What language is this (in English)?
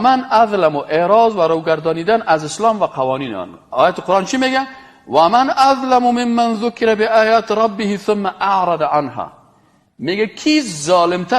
Persian